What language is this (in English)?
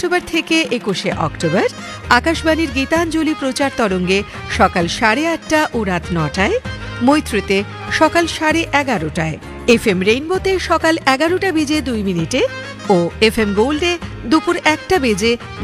Bangla